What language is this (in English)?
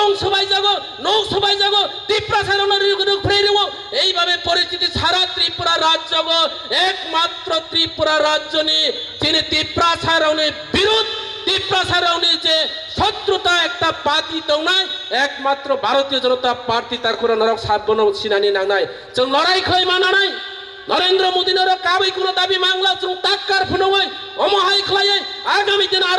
Kok Borok